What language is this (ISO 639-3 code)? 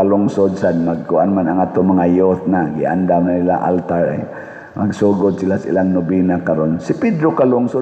ceb